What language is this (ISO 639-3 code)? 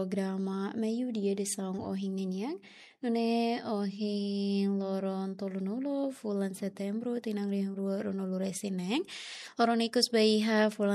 tet